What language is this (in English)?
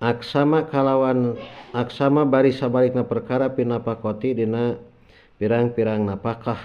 Sundanese